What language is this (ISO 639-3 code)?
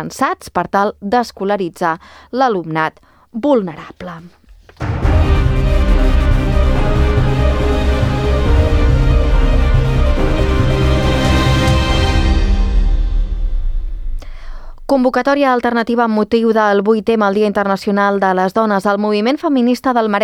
cat